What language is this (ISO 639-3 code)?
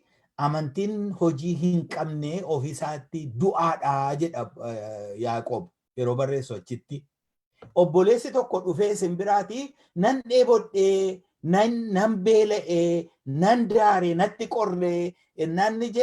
orm